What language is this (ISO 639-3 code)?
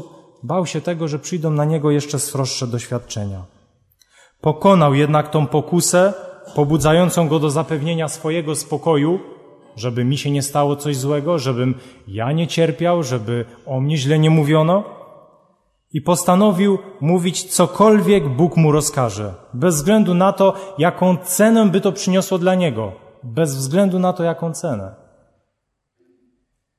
pol